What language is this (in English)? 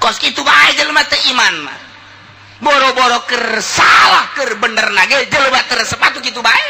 Sundanese